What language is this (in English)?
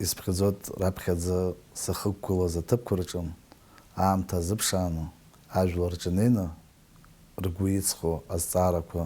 Abkhazian